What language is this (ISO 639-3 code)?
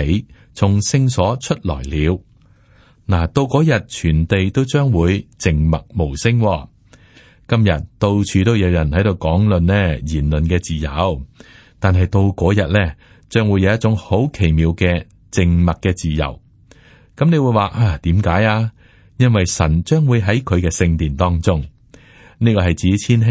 yue